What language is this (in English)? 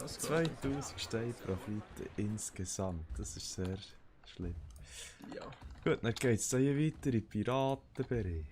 Swiss German